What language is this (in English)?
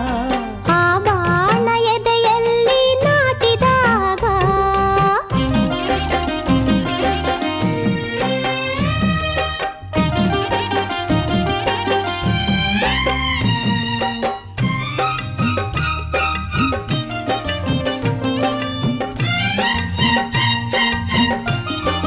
Kannada